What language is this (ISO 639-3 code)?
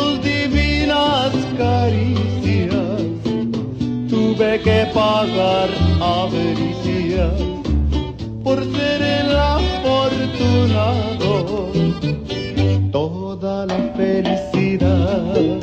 spa